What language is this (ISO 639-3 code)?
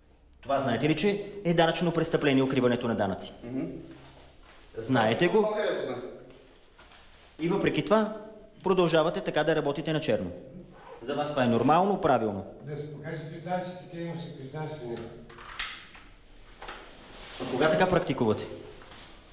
bul